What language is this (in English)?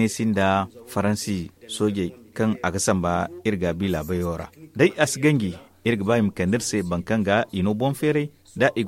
Zarma